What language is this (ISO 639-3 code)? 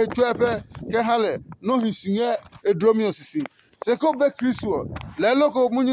ada